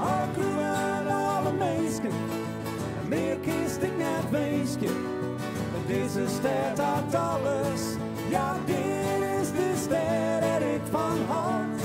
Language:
Western Frisian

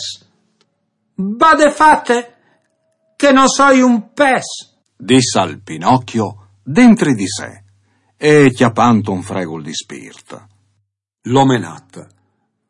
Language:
Friulian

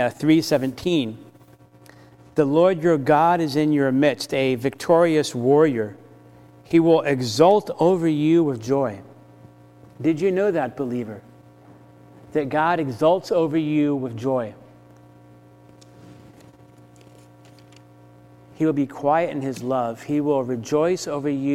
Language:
English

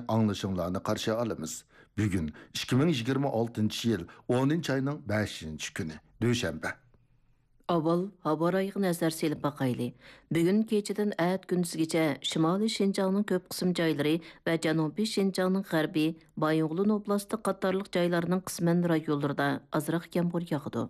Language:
Uyghur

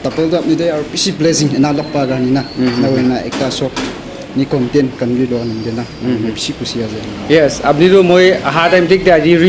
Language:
Naga Pidgin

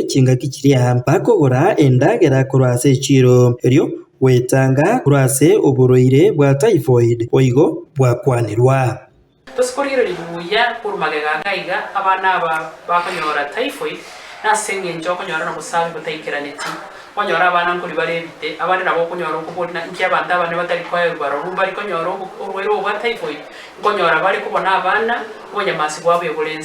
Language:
Gusii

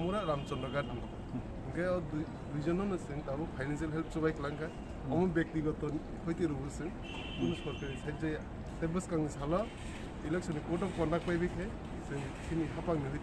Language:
Kok Borok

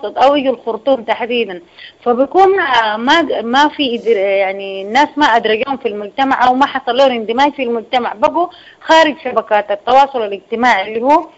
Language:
Sudanese Arabic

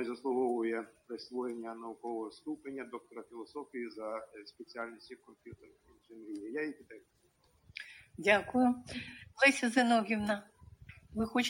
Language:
Ukrainian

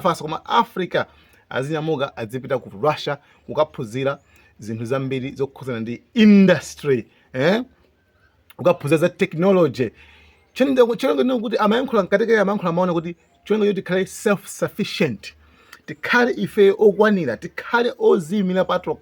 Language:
Nyanja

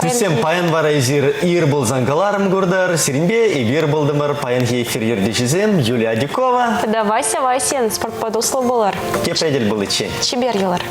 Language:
Chuvash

